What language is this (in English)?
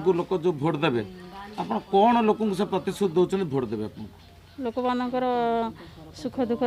Odia